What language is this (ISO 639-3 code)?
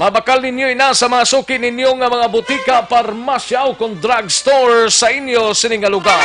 hil